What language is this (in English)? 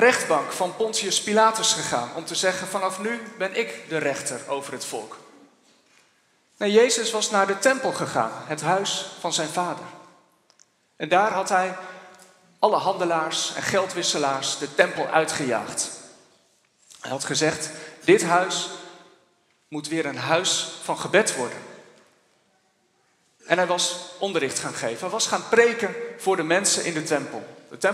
Dutch